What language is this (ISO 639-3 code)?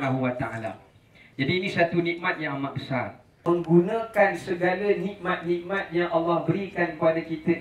msa